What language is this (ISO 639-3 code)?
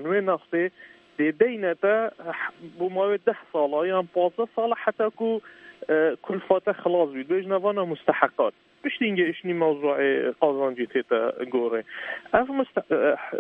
kur